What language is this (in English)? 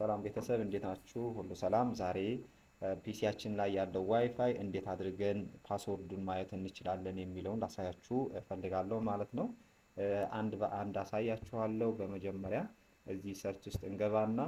Amharic